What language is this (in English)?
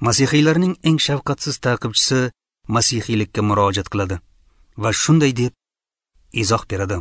Uzbek